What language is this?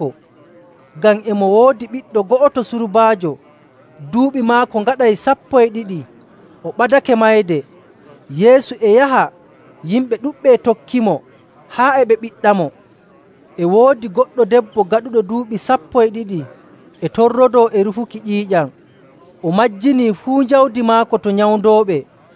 Nigerian Fulfulde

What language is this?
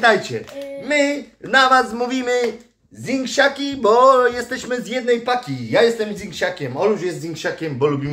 Polish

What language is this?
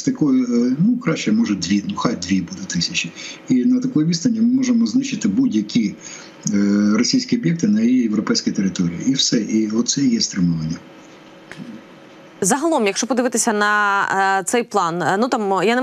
Ukrainian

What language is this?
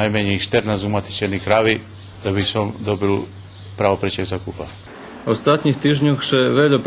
Rusyn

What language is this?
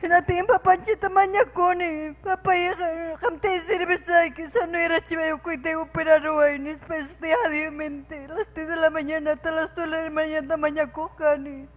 Ayacucho Quechua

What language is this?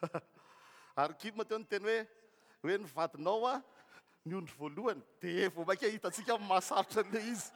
Malagasy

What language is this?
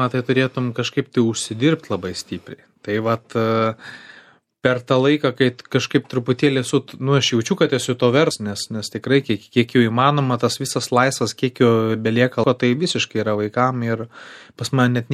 Lithuanian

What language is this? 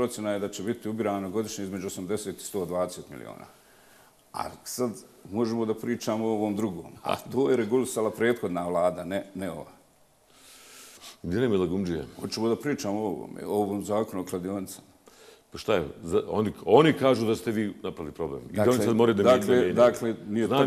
Bosnian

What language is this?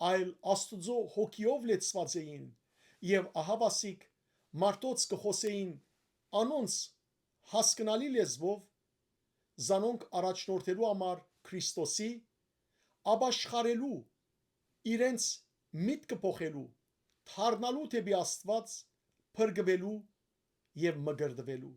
Western Armenian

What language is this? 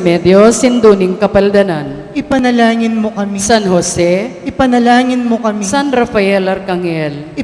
Pampanga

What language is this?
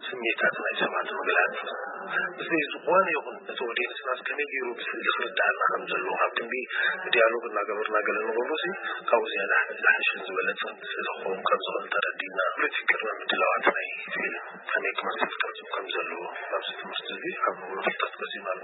Tigrinya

